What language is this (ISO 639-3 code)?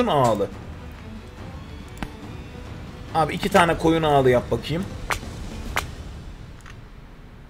tur